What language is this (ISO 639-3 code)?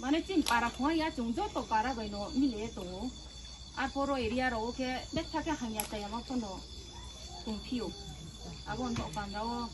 ria